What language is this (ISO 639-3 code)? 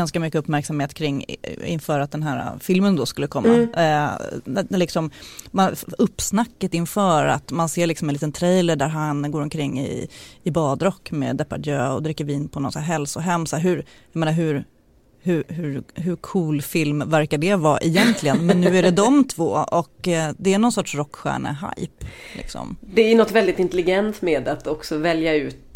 swe